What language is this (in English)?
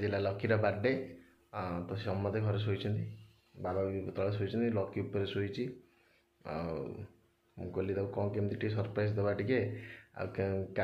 Odia